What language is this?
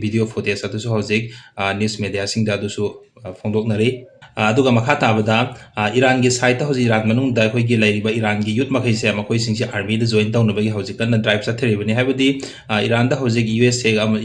Manipuri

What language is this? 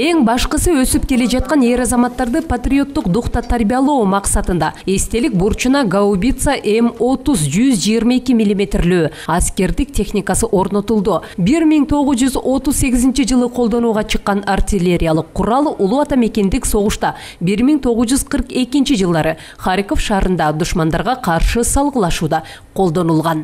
Kyrgyz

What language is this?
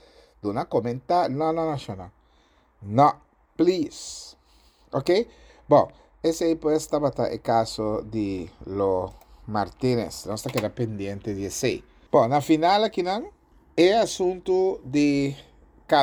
Papiamento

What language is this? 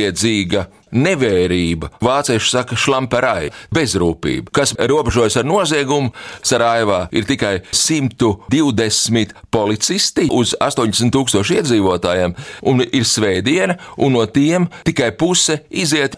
Latvian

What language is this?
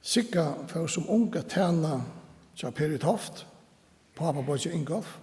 Faroese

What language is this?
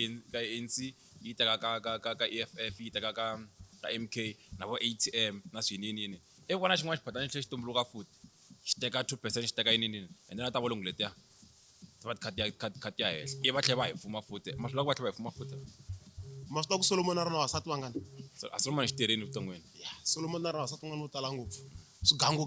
Tsonga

